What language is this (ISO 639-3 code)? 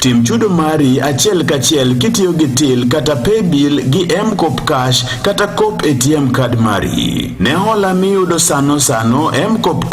luo